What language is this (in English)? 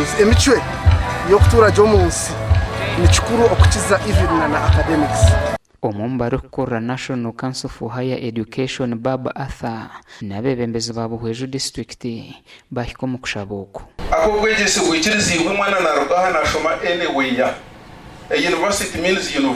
Nyankole